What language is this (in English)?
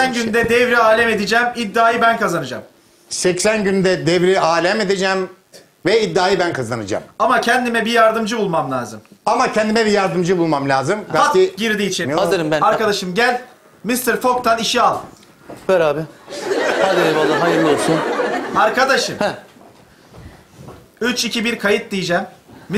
Turkish